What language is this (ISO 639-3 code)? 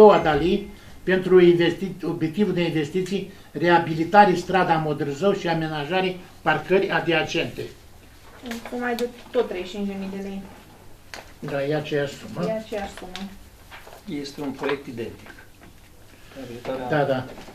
ron